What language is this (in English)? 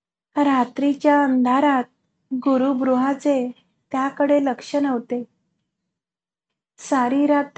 Marathi